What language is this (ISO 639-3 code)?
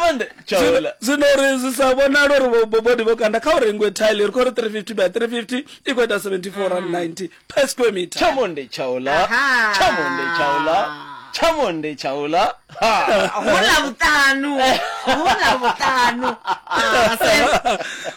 ven